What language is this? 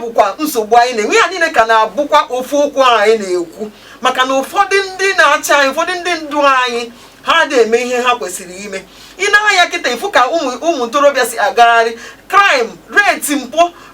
Igbo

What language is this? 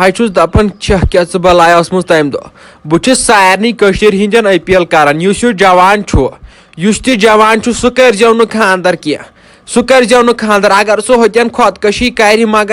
Kashmiri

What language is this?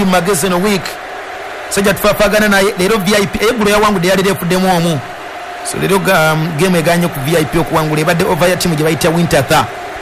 Ganda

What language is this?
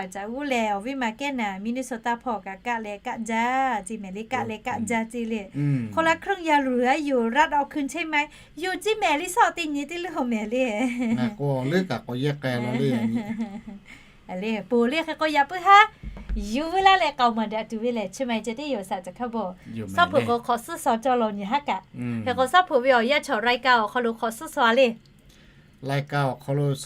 Lahu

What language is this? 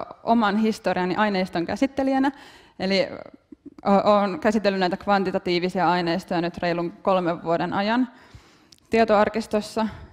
Finnish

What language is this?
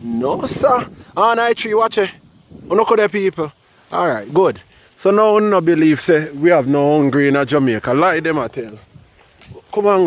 Jamaican Creole English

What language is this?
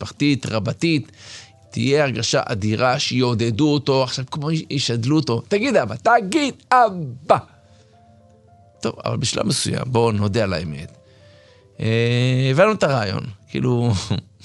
Hebrew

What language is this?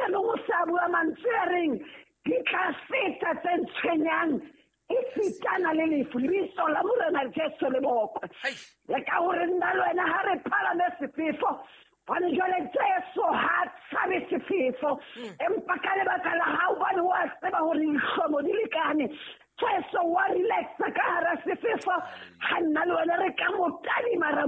Southern Sotho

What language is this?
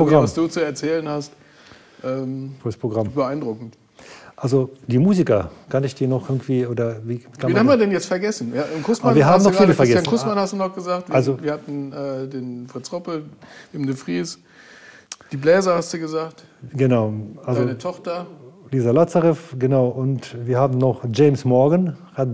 German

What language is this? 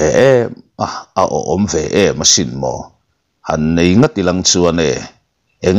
Mizo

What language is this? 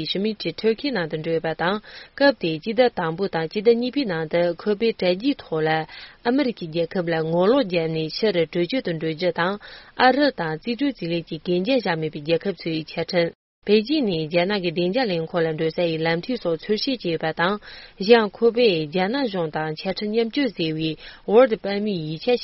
Tibetan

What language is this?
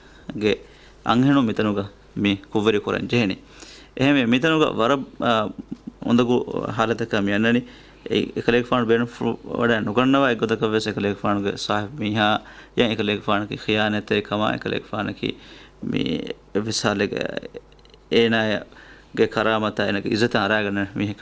Divehi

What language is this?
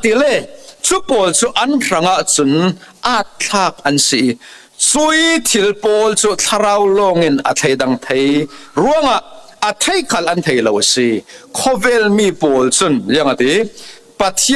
Falam Chin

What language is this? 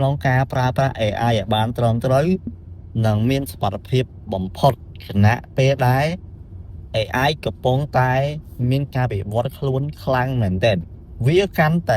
Khmer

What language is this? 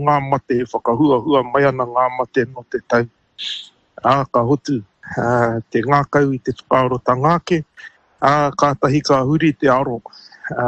Māori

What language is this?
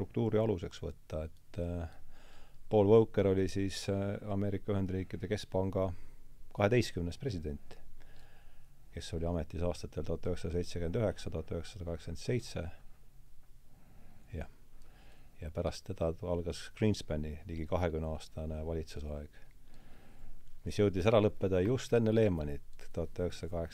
Estonian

